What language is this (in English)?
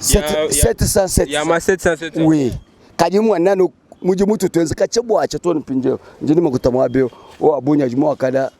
Luba-Lulua